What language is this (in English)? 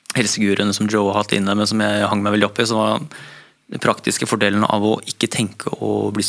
Norwegian